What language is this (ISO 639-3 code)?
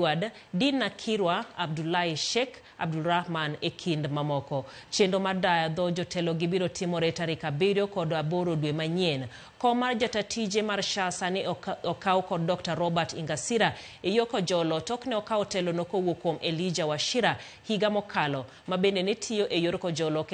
luo